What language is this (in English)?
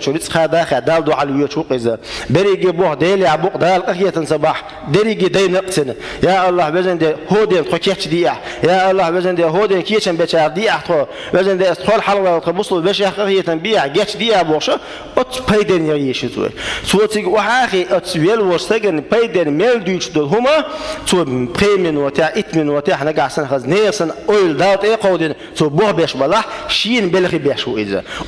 Chechen